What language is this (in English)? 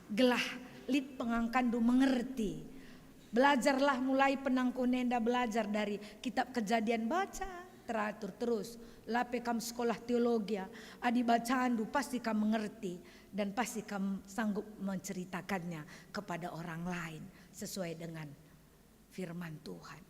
Batak Karo